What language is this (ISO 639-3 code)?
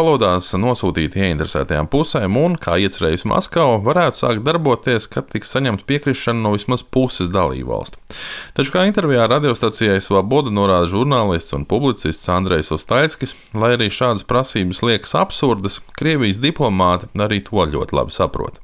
lav